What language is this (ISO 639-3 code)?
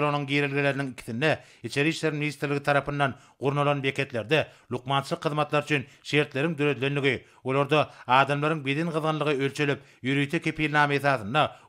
tuk